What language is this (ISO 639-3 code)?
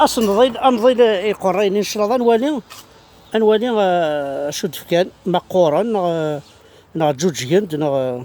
kab